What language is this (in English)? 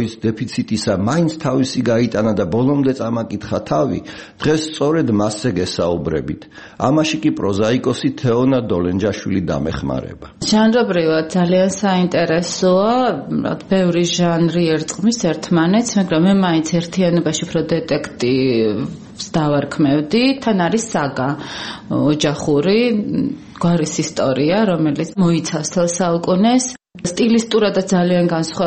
Georgian